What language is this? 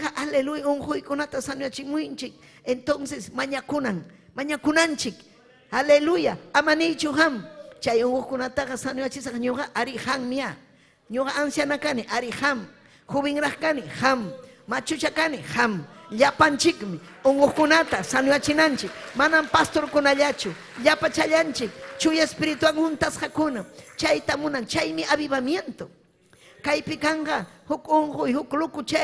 Ayacucho Quechua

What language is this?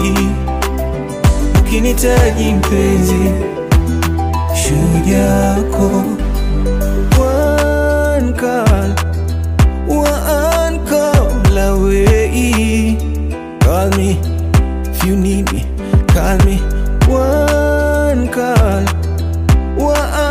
Swahili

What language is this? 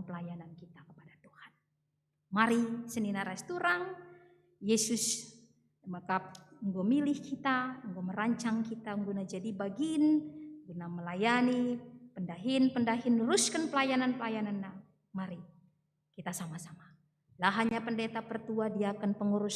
Batak Karo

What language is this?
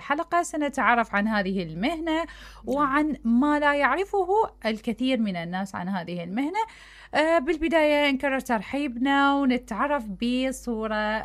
Mesopotamian Arabic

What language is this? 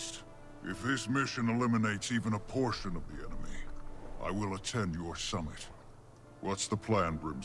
English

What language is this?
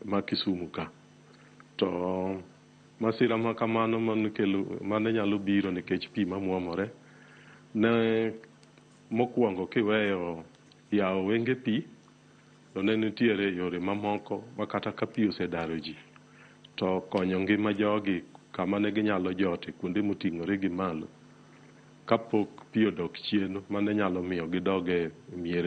Luo (Kenya and Tanzania)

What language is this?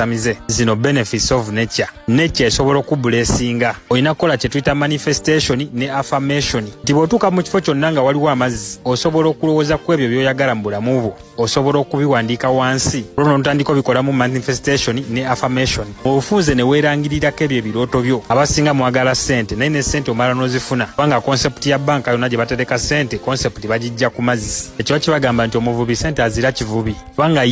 Ganda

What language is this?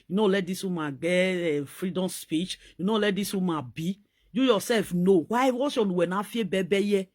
Nigerian Pidgin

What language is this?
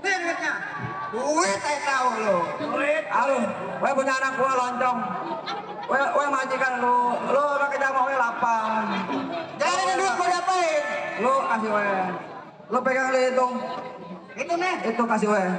Betawi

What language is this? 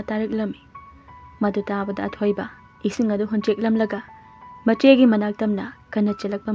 Manipuri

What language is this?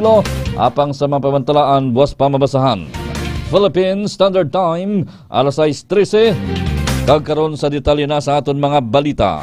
Hiligaynon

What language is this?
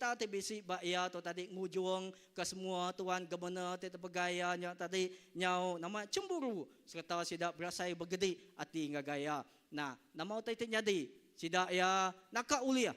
Iban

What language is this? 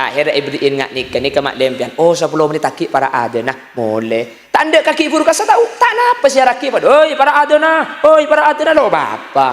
Madurese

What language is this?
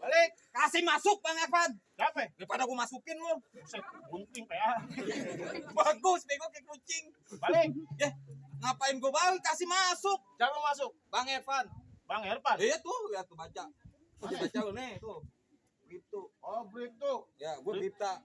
Betawi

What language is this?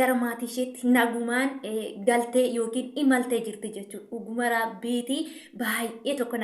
Oromo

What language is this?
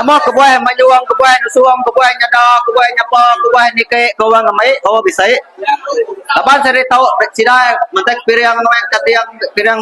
Iban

